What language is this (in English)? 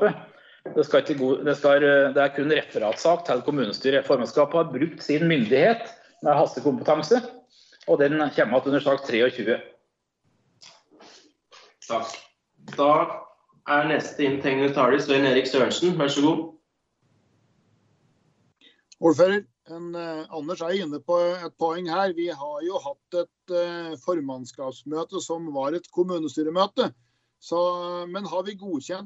Norwegian